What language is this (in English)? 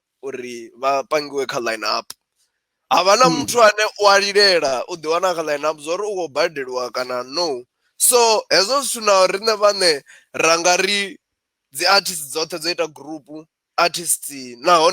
Venda